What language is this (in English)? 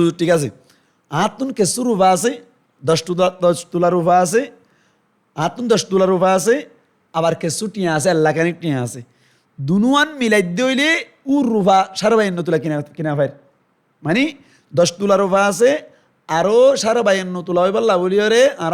Rohingya